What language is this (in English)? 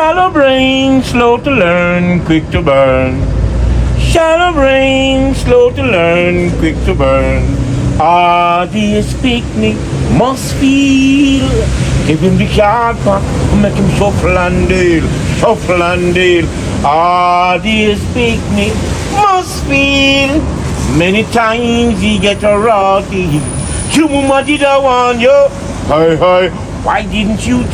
Jamaican Creole English